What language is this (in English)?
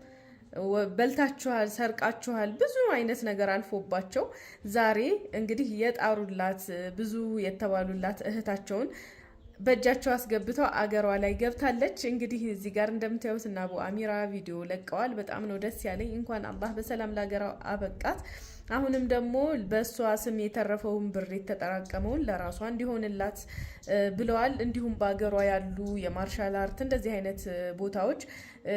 Amharic